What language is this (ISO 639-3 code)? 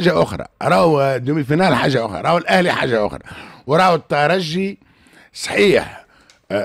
aeb